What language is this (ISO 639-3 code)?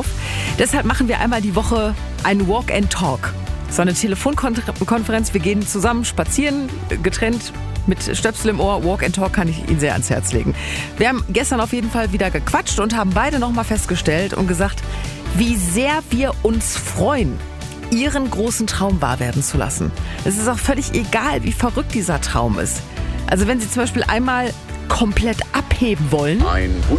deu